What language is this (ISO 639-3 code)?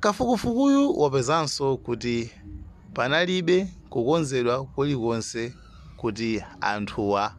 nya